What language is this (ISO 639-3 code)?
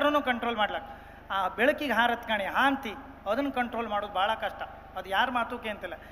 kan